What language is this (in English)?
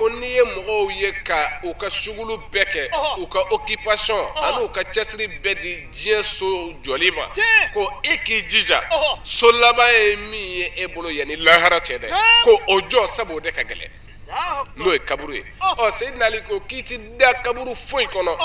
Bambara